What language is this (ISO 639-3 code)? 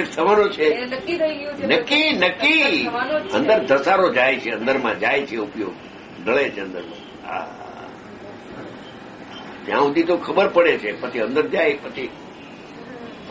guj